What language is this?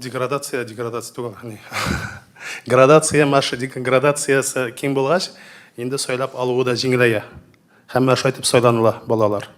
Tatar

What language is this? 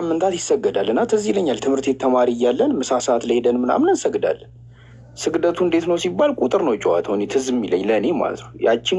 Amharic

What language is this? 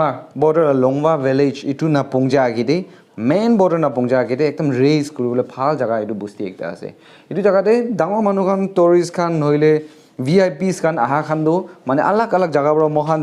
Naga Pidgin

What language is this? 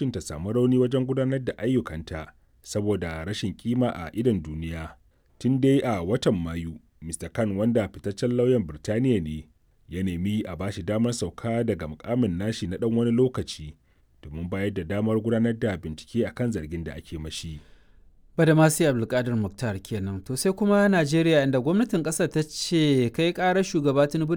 Hausa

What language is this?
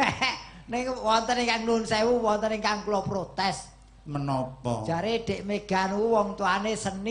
Javanese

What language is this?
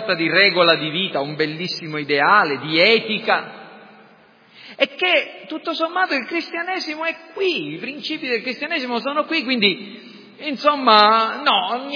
Italian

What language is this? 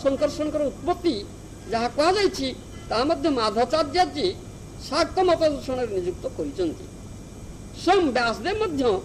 Odia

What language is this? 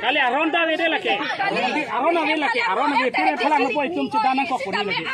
Karbi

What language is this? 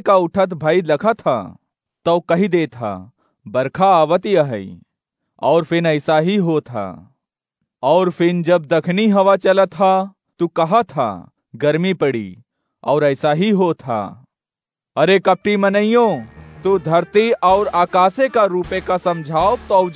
Awadhi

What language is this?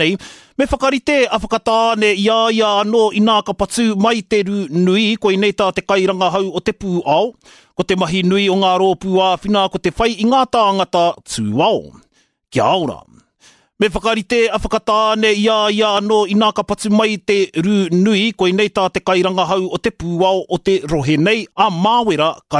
Māori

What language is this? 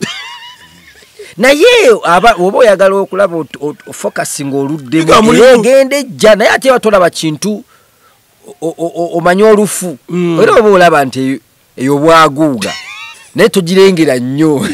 Ganda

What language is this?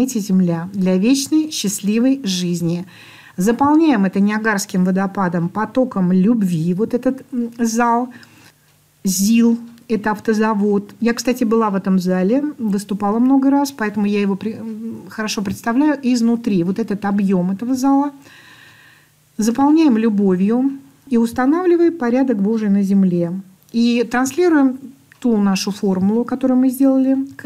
Russian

